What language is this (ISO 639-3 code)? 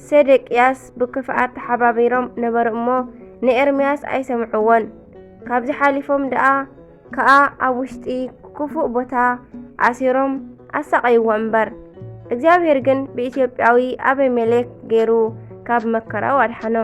tir